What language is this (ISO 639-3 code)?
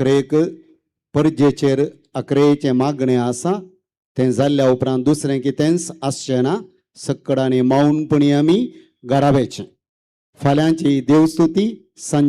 kok